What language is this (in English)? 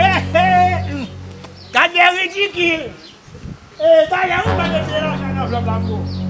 Haitian Creole